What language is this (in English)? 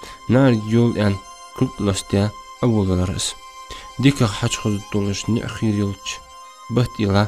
Ingush